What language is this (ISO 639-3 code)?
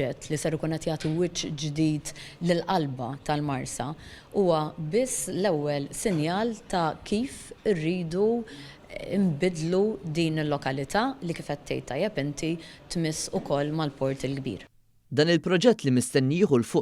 mlt